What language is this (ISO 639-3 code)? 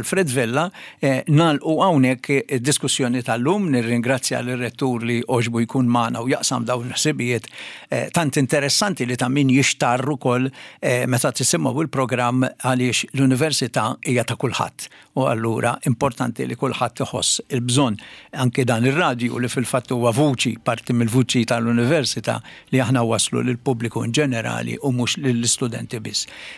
mlt